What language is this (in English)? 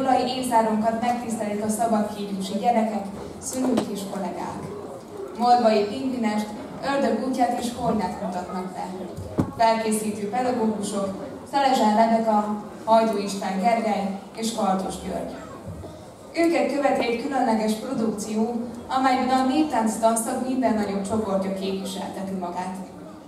Hungarian